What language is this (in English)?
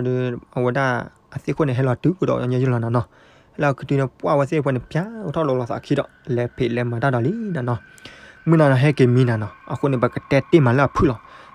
S'gaw Karen